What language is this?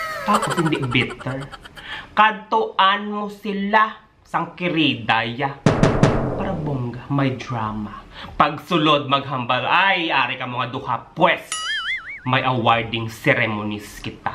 Hiligaynon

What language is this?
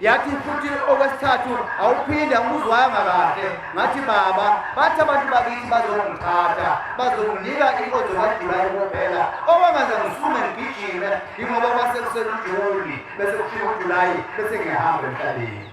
Zulu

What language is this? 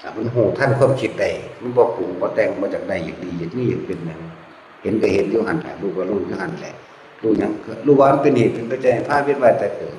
Northeastern Thai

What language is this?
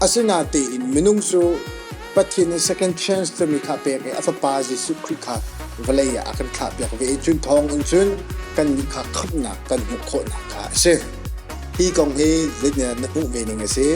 Hakha Chin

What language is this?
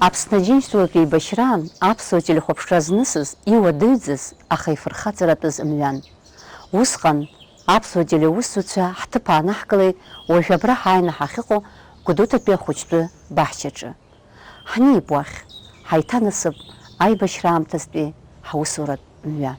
Abkhazian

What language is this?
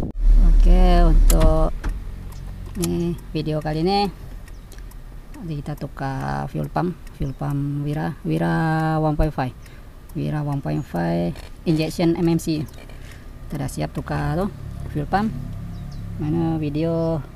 Malay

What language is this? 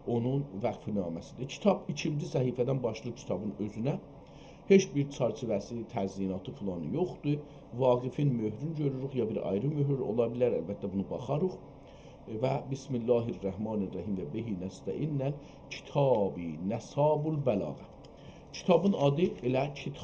South Azerbaijani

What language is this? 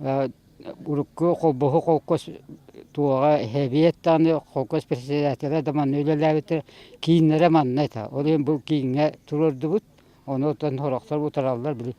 Yakut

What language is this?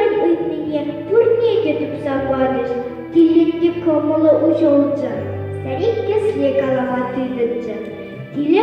Chuvash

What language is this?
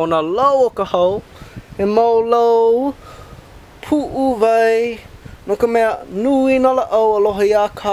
Hawaiian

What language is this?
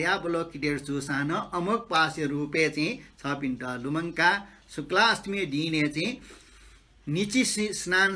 Newari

